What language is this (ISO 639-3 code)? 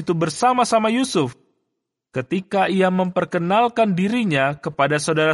ind